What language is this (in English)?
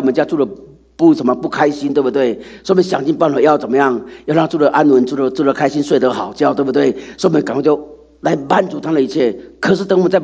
Chinese